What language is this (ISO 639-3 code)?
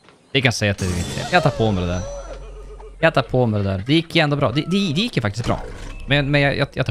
swe